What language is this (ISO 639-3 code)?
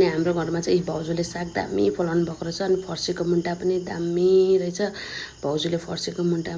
nep